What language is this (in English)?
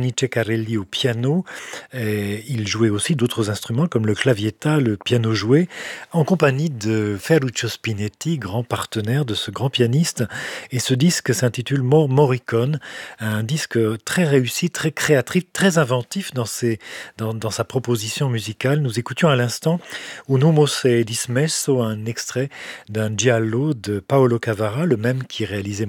French